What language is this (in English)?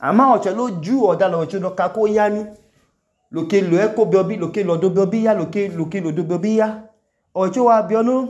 Idoma